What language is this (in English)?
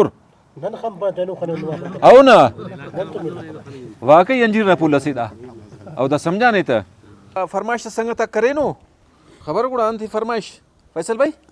Brahui